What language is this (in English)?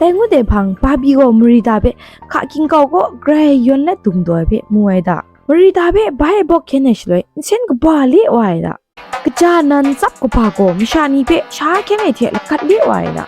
Kachin